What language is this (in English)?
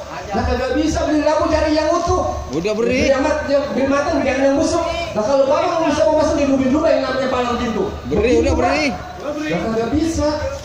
Betawi